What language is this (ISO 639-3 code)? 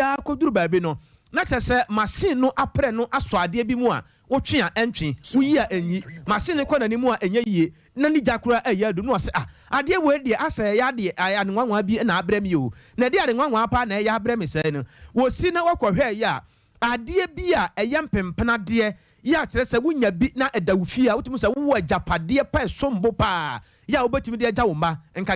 aka